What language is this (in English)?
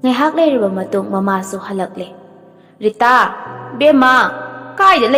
Manipuri